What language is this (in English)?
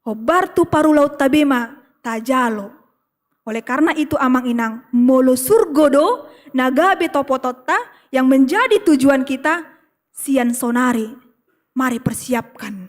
Batak Toba